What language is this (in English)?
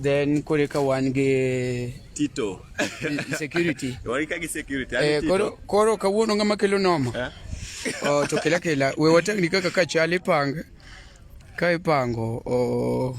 Luo (Kenya and Tanzania)